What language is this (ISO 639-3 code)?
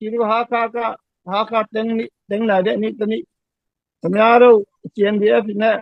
ctd